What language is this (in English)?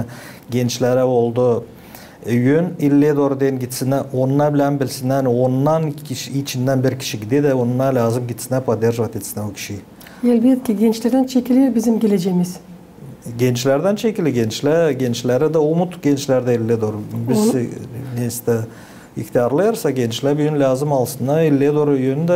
Gagauz